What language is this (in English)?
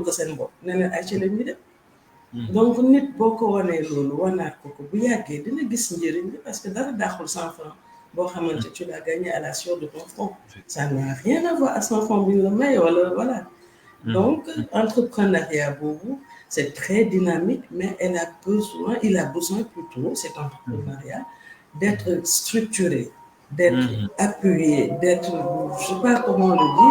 Wolof